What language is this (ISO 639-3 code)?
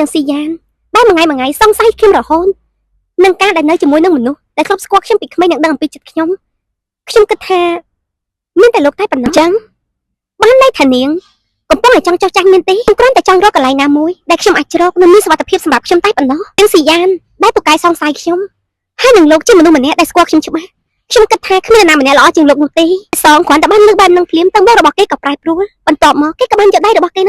khm